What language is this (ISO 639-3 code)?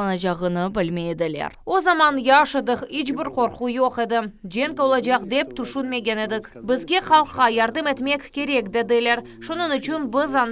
crh